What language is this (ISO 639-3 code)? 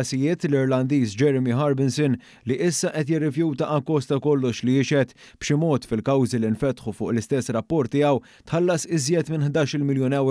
mlt